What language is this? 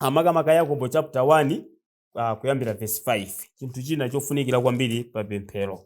Nyanja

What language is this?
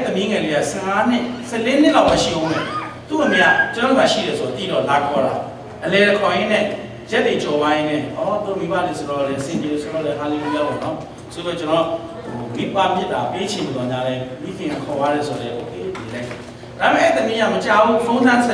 Burmese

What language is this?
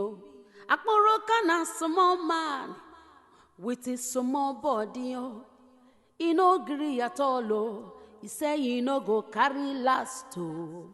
Nigerian Pidgin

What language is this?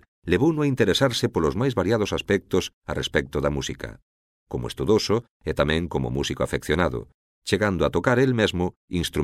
Galician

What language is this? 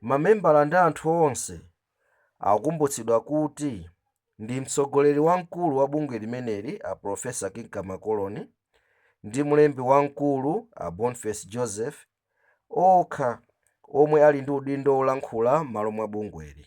Nyanja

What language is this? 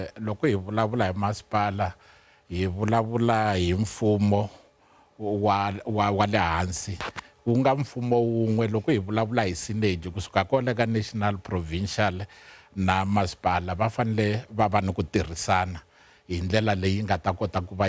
Tsonga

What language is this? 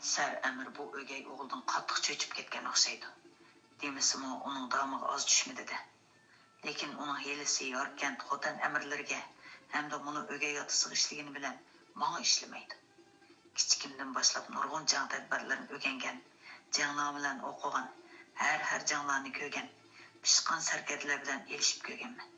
Uyghur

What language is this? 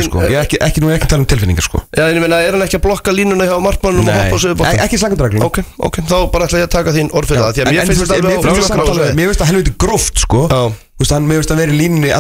Icelandic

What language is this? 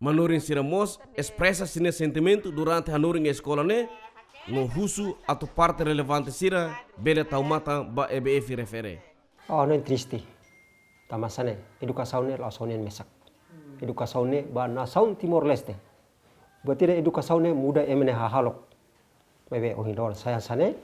Tetum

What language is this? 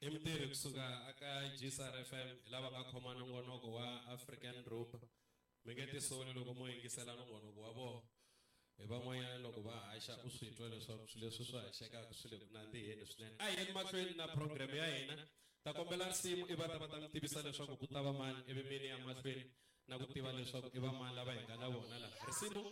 Tsonga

